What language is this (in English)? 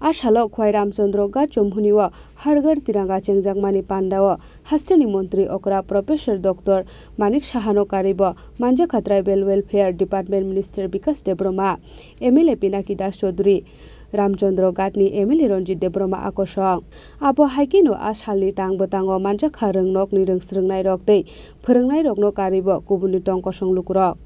Kok Borok